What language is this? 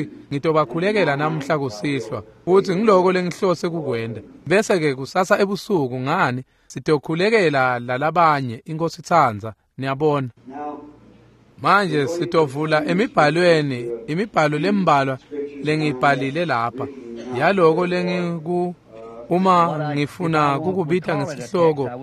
Swati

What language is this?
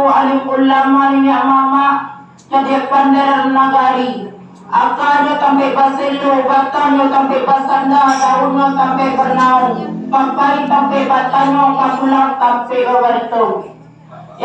Minangkabau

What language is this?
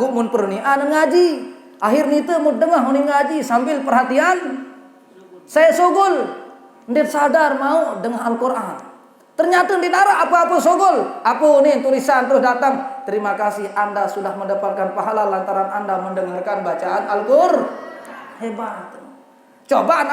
Sasak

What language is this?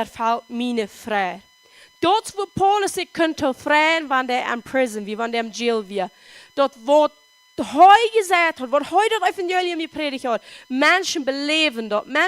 Plautdietsch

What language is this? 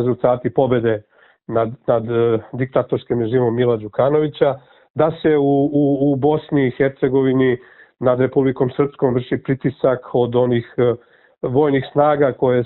Serbian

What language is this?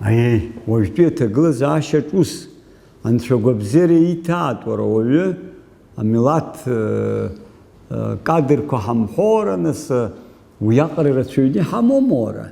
Abkhazian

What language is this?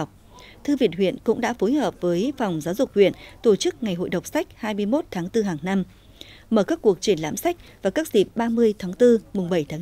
Vietnamese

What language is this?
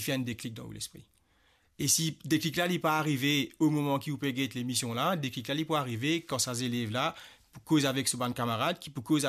Morisyen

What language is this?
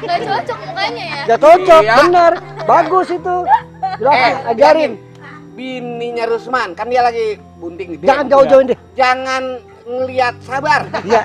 Betawi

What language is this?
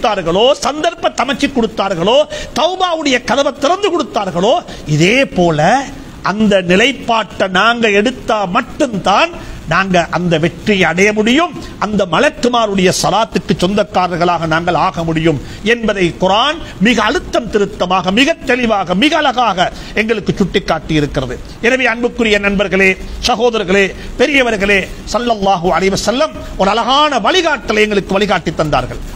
Tamil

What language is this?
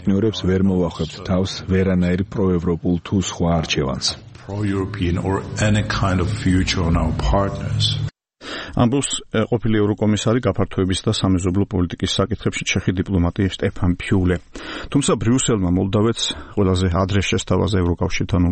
Georgian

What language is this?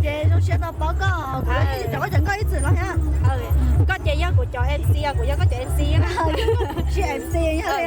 Hmong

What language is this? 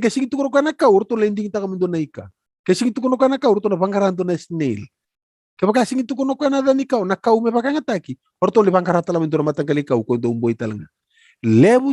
Fijian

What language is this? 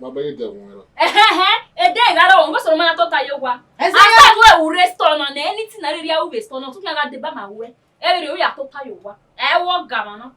Bini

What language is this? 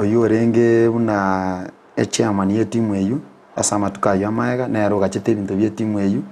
Gusii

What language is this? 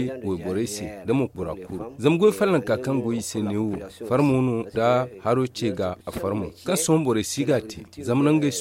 Zarma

